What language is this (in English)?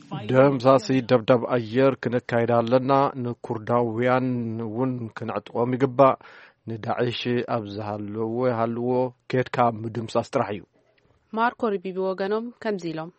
Tigrinya